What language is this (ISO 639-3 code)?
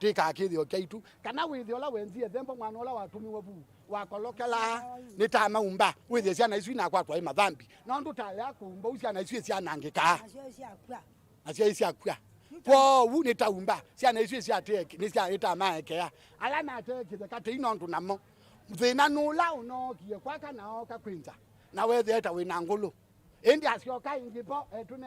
kam